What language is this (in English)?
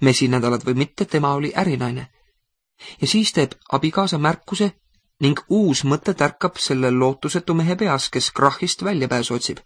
Estonian